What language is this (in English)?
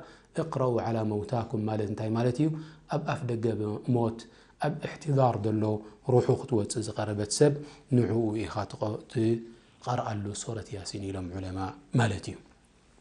Tigrinya